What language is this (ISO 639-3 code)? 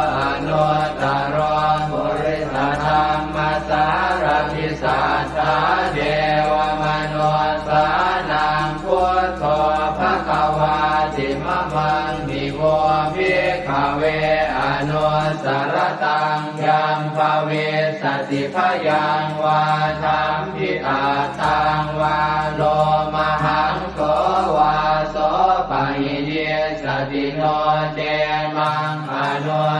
pli